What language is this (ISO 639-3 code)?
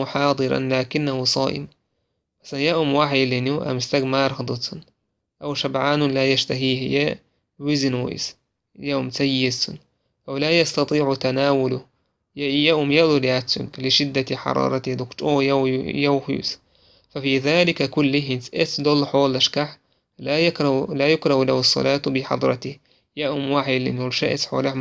che